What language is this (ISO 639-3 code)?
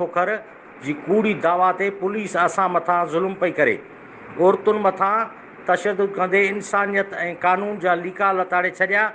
snd